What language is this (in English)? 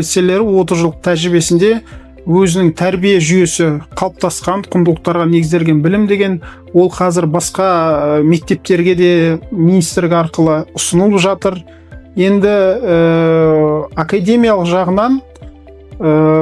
Kazakh